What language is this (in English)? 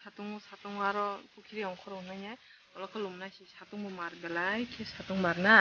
Kok Borok